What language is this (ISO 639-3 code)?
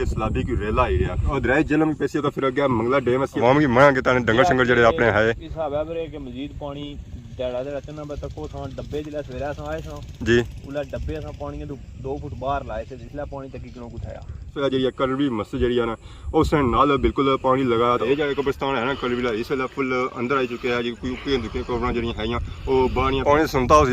phr